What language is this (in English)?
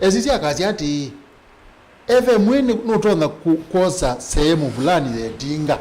Kamba